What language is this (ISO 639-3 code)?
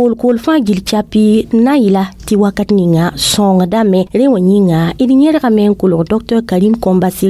mos